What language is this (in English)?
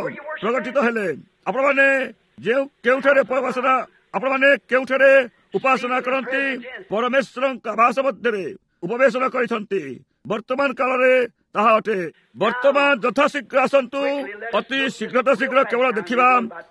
Odia